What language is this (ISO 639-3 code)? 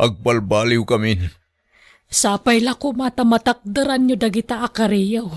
ilo